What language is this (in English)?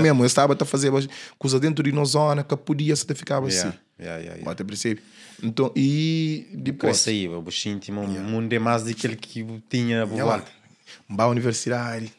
Kabuverdianu